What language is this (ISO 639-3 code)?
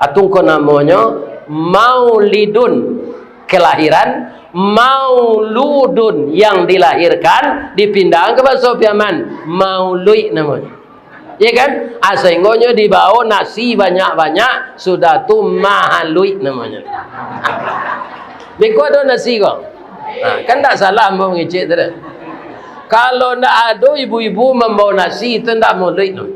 min